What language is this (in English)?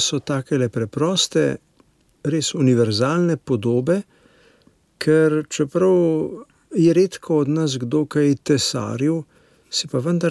Slovenian